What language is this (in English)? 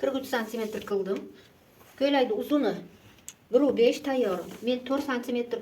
Uzbek